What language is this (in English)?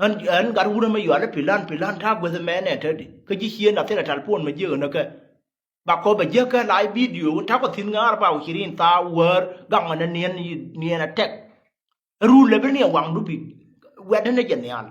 Nuer